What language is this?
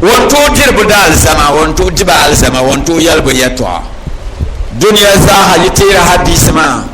Dagbani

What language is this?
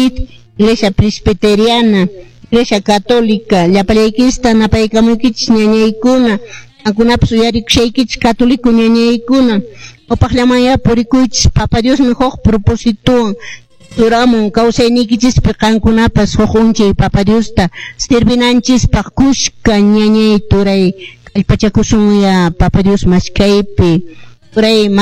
Quechua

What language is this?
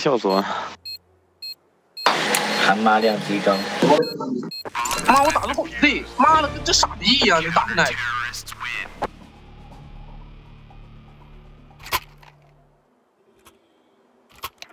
Chinese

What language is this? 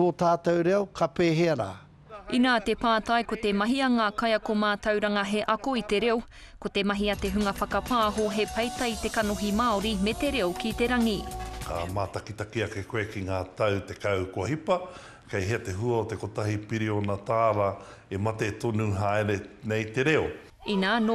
Māori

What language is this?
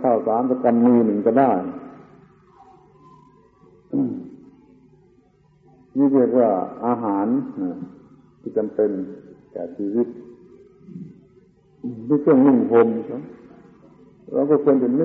Thai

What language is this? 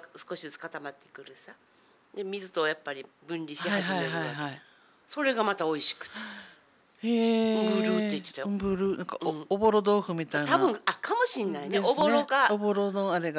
Japanese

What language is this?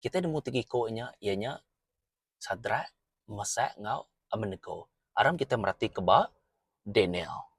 Iban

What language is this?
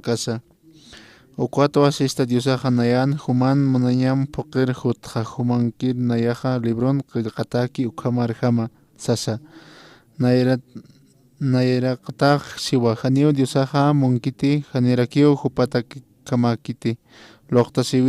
Aymara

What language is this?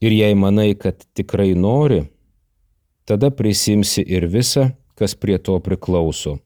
Lithuanian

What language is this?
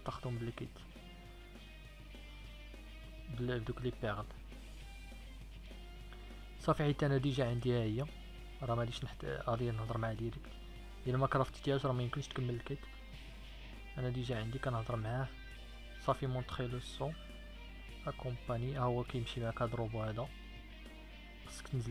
Moroccan Arabic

